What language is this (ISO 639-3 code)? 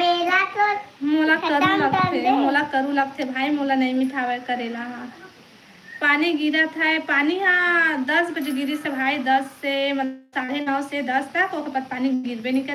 hne